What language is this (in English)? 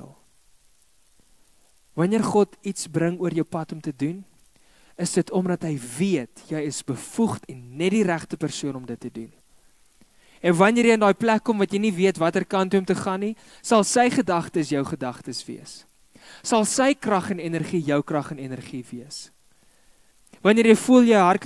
Afrikaans